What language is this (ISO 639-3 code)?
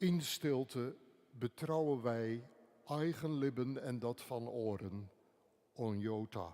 fry